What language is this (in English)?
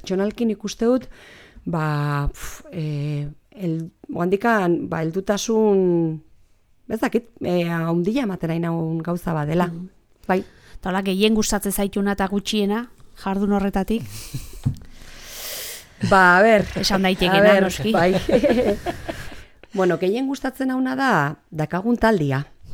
Basque